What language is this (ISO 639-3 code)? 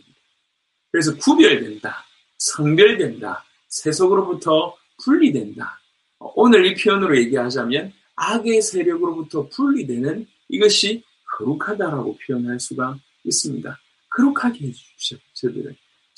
kor